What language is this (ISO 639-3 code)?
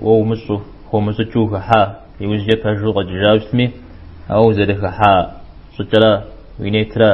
kbd